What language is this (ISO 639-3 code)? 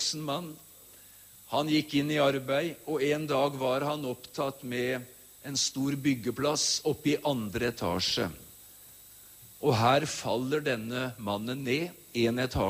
nor